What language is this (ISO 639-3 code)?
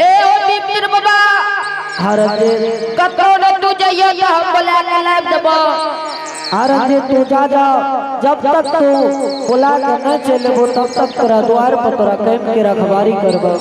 anp